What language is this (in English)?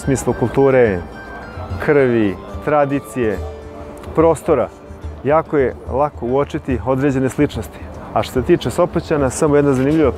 Serbian